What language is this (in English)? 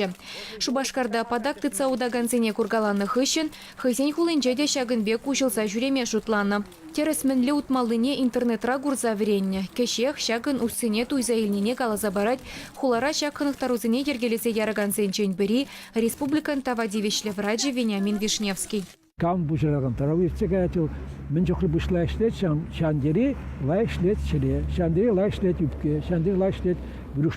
Chuvash